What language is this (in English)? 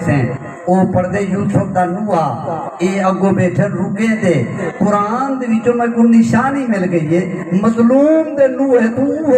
Saraiki